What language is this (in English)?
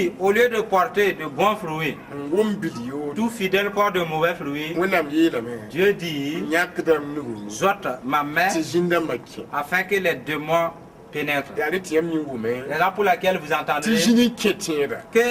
Mossi